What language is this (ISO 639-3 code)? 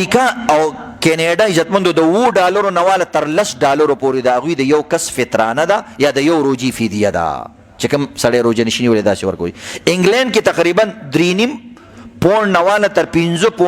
pus